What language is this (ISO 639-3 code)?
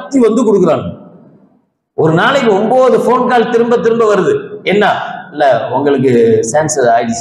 tam